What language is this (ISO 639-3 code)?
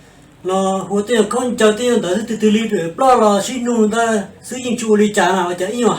hmn